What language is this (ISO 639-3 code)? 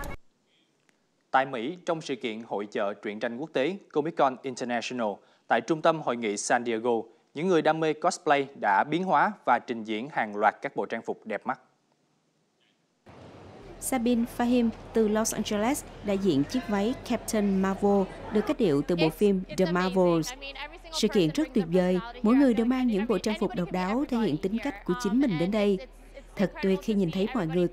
vie